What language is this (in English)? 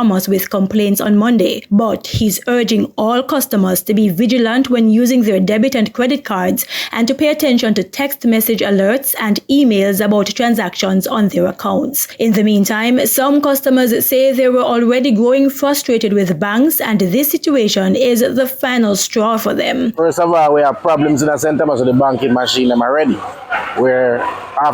Jamaican Creole English